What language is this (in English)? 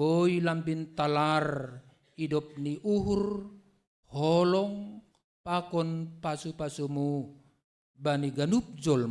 Batak Simalungun